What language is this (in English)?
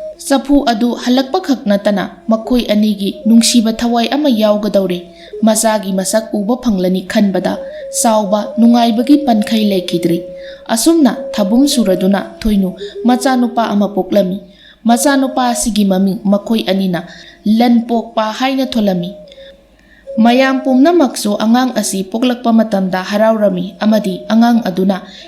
Manipuri